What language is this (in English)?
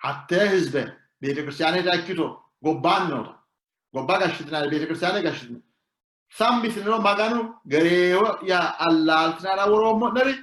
Sidamo